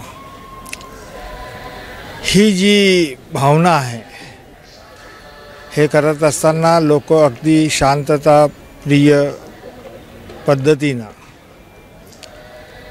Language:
Marathi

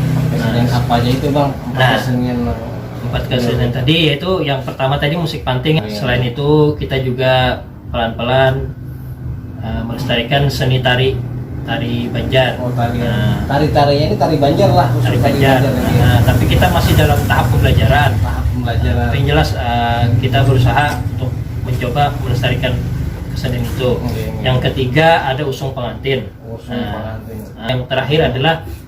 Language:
Banjar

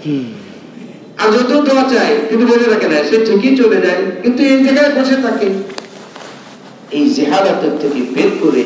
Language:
Bangla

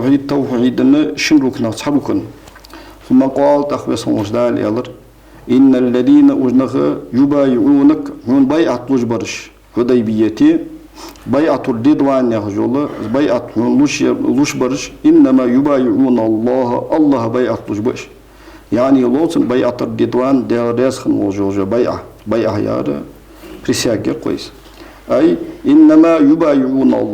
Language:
Ingush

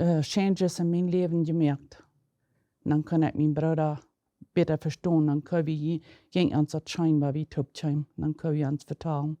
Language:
Plautdietsch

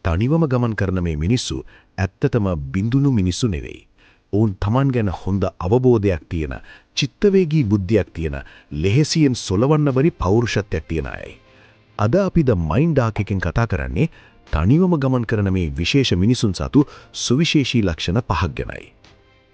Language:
Sinhala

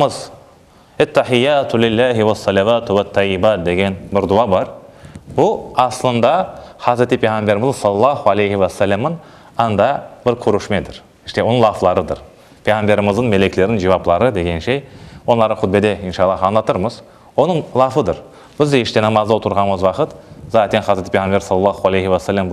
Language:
Crimean Tatar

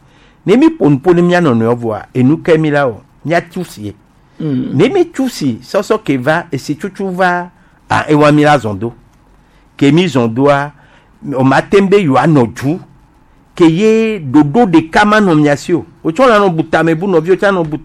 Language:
Gen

